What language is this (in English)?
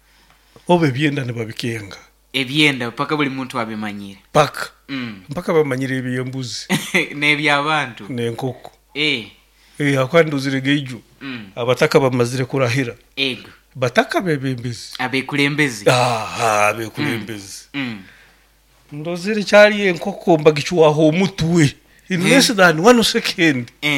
Nyoro